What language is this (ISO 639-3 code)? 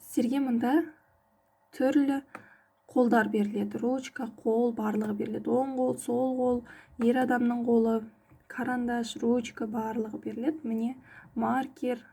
kaz